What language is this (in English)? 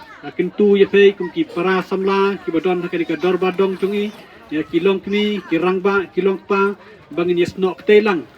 Khasi